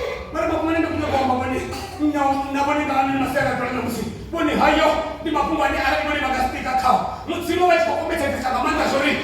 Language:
Venda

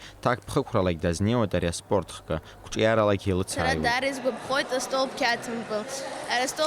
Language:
Abkhazian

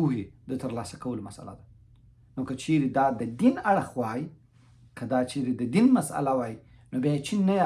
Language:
Pashto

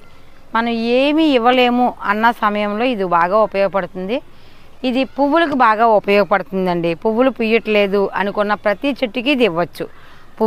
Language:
Telugu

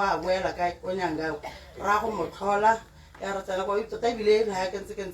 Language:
Tswana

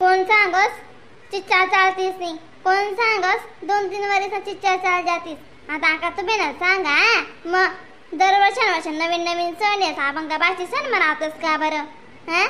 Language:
Khandesi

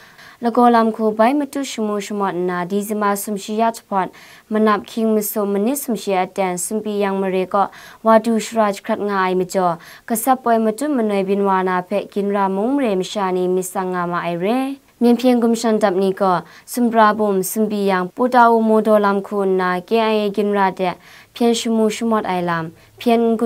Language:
Kachin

